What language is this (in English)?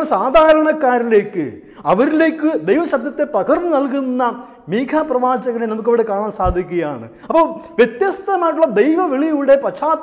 Malayalam